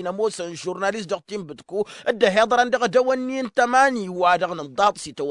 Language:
Tamasheq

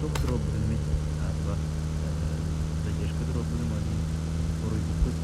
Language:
Yakut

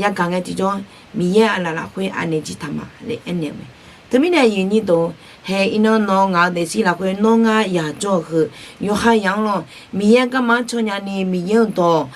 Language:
Akha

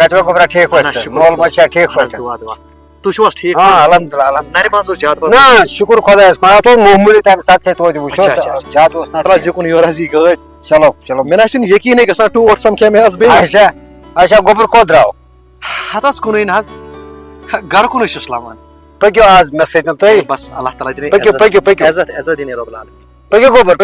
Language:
Kashmiri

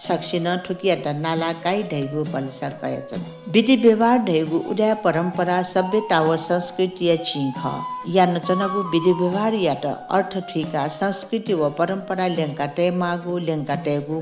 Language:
Newari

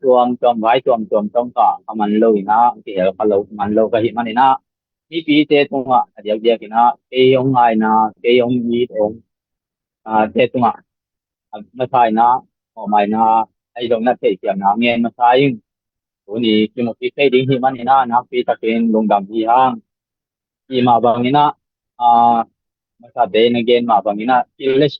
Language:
Tedim Chin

